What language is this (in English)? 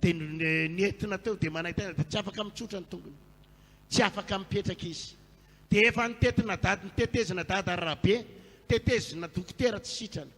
Malagasy